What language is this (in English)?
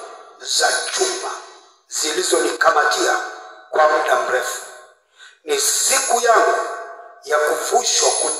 Swahili